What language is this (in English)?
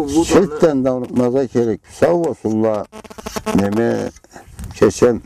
Karachay-Balkar